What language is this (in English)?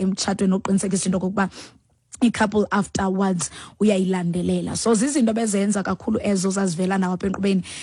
Xhosa